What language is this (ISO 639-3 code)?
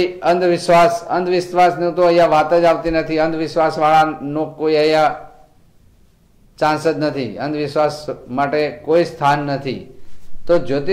guj